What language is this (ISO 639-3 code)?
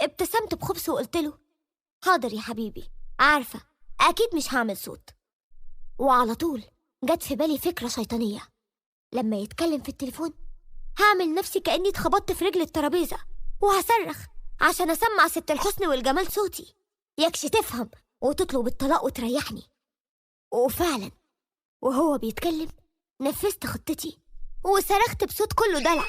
arz